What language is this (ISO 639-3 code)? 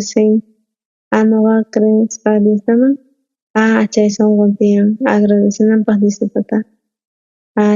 quh